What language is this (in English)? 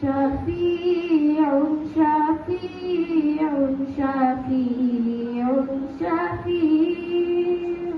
Divehi